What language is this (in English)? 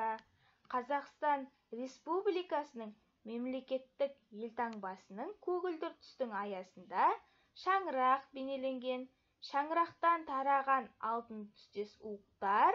Kazakh